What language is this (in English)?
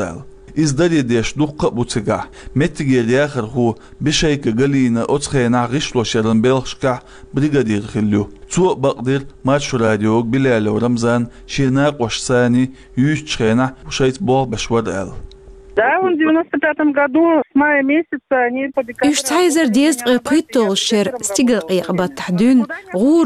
Chechen